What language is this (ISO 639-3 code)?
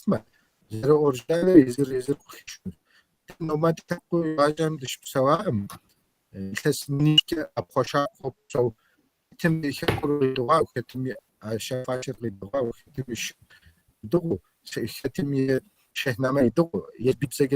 kbd